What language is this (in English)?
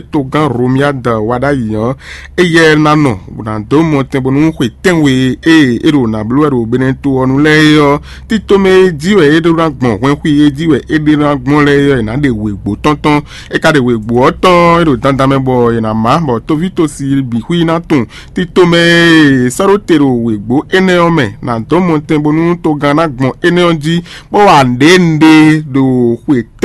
Fon